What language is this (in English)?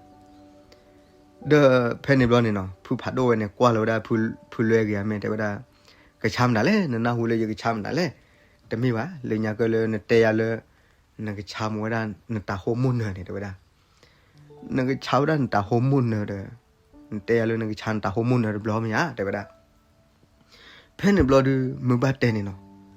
S'gaw Karen